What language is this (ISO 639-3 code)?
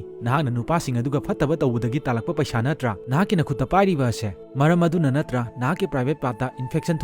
mni